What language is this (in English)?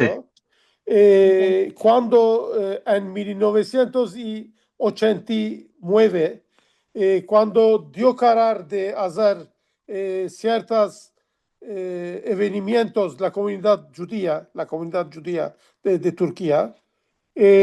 Ladino